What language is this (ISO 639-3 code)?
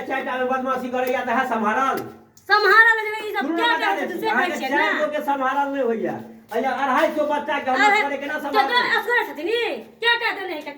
mai